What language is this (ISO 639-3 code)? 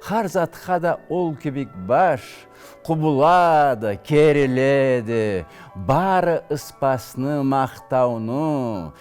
krc